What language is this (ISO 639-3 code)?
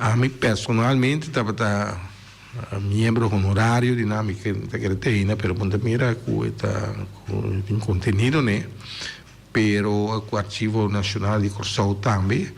pap